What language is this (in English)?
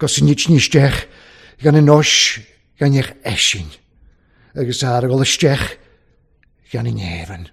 Welsh